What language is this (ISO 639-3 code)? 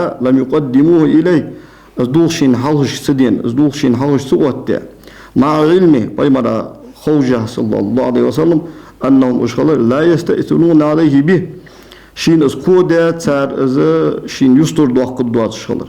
inh